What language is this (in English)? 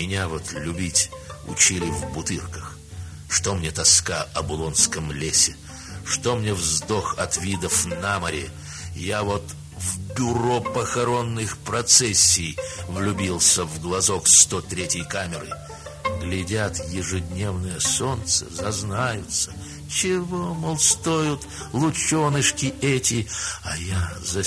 Russian